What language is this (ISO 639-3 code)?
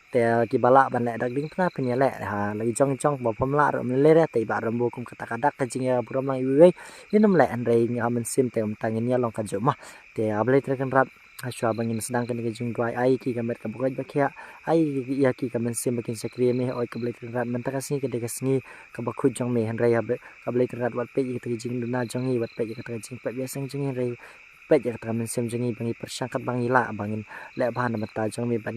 kha